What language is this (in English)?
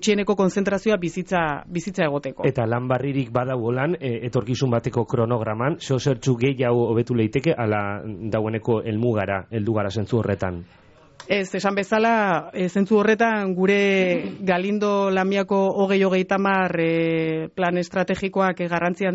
Basque